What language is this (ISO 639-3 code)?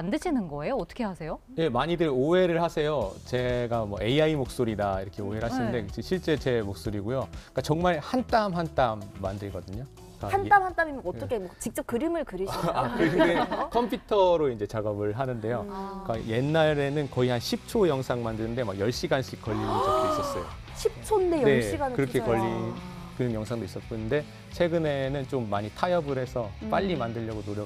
kor